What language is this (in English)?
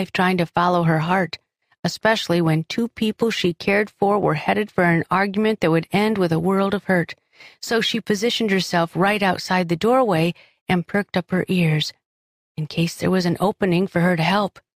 English